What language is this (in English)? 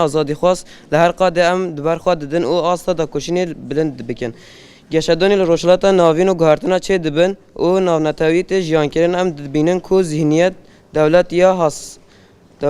Kurdish